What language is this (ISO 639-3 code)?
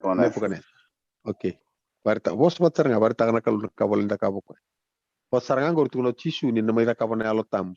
fij